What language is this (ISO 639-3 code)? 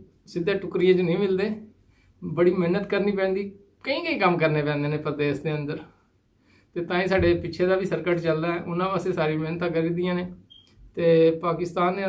pan